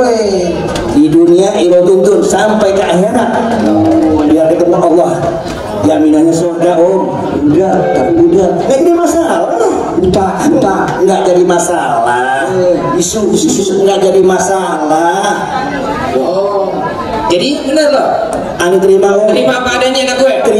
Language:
Betawi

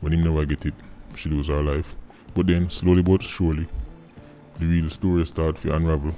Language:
Jamaican Creole English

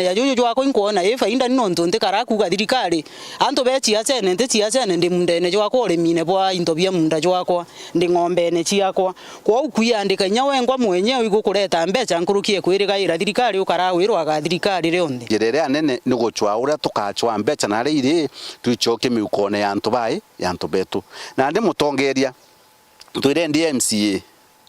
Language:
Meru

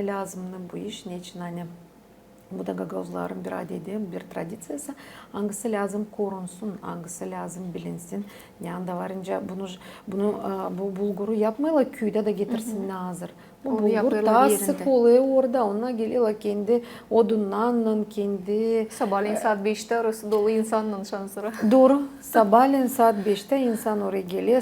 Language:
Gagauz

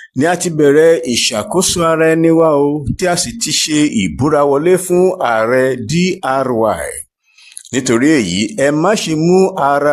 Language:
Yoruba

